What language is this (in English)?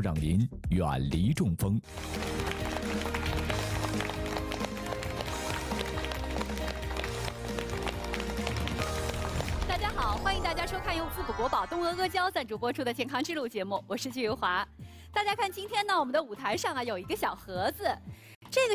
Chinese